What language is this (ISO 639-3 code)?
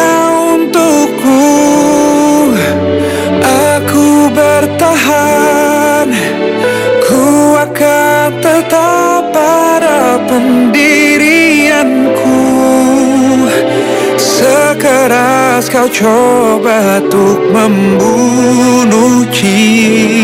ind